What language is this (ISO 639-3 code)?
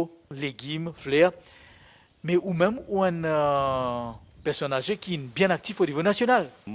mfe